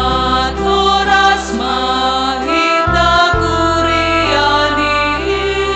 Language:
Batak Simalungun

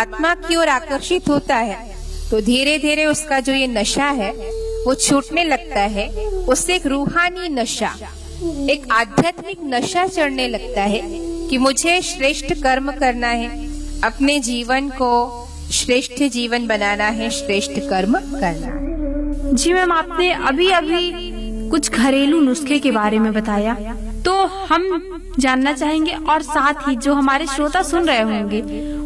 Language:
Hindi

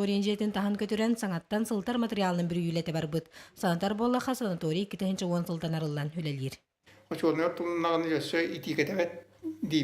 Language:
Yakut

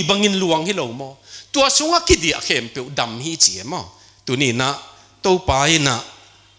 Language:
Tedim Chin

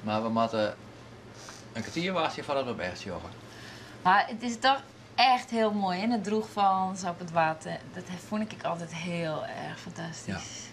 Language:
Western Frisian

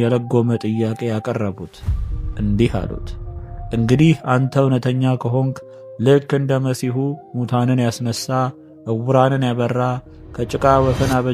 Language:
Amharic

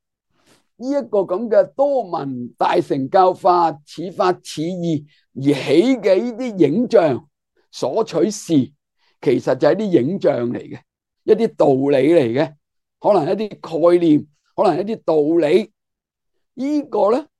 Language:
Cantonese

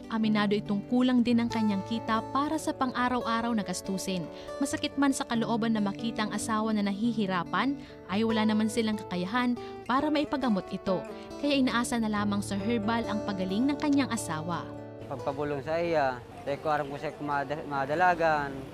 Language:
Bikol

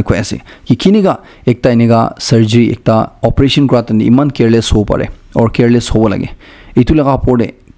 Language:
Naga Pidgin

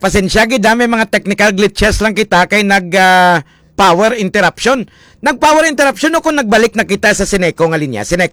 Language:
Hiligaynon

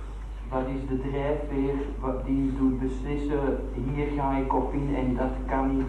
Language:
Dutch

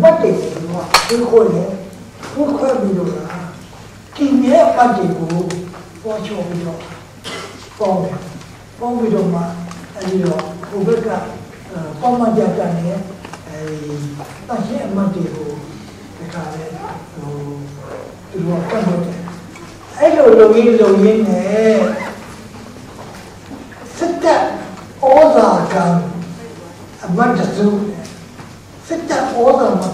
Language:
Burmese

